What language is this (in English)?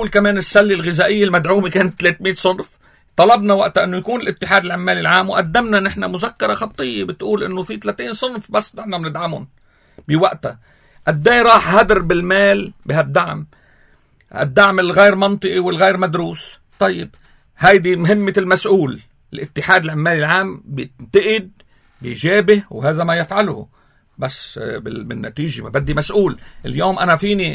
North Levantine Arabic